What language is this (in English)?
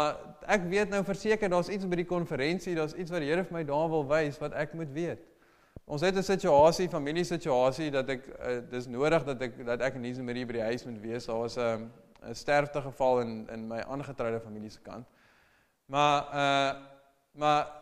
Afrikaans